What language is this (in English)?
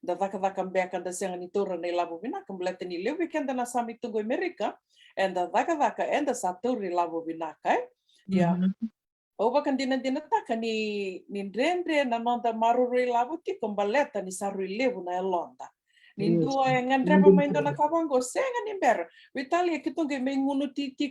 Fijian